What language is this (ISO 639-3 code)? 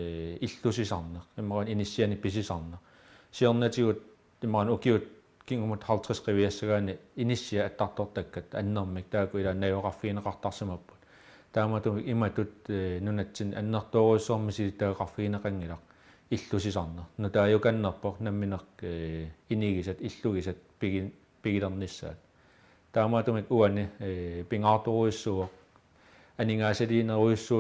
kal